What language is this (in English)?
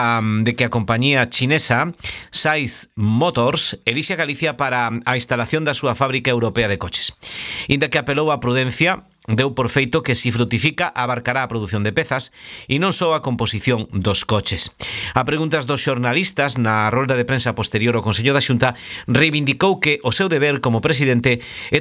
Galician